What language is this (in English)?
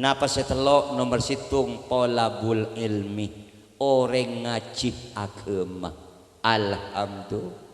Madurese